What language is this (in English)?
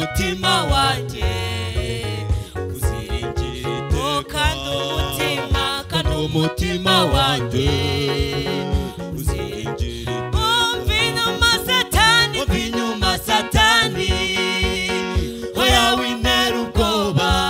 Kinyarwanda